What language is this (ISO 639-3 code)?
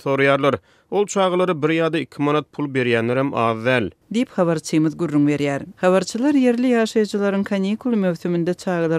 tuk